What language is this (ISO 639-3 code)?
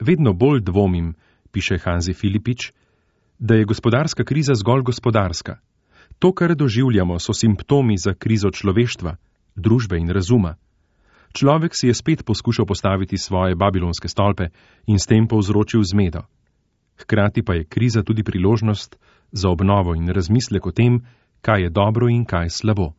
slv